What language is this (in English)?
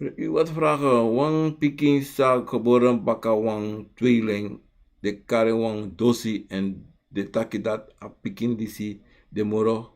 Sranan Tongo